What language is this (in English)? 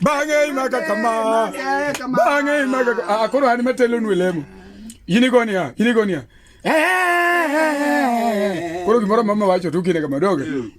Luo (Kenya and Tanzania)